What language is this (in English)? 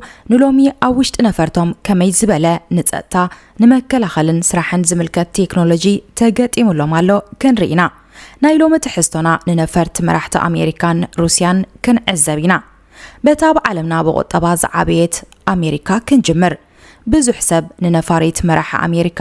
Tigrinya